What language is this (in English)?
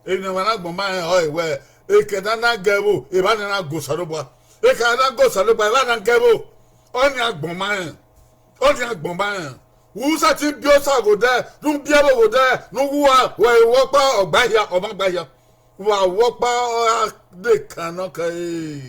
Bini